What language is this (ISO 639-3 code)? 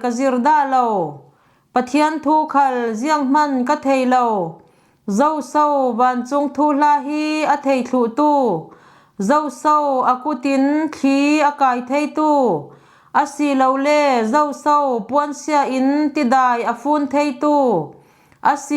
cfm